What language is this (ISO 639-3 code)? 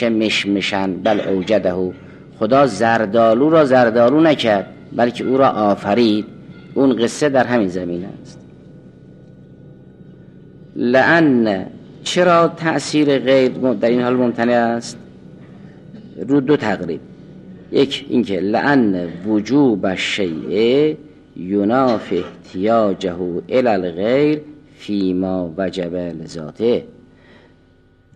fas